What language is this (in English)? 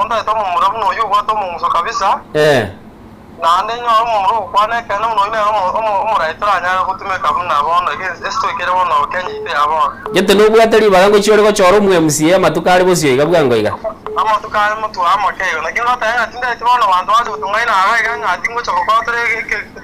Gusii